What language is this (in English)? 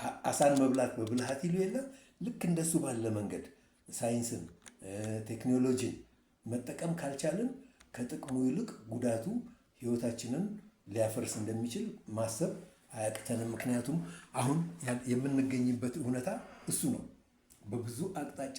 Amharic